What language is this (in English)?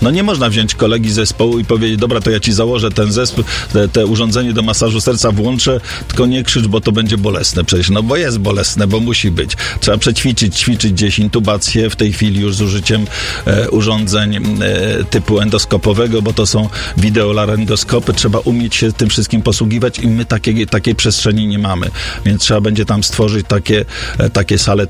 Polish